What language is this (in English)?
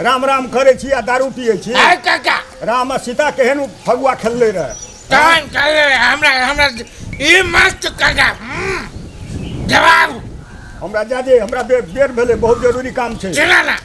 Maithili